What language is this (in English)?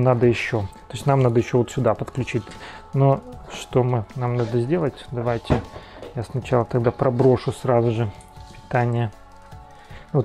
Russian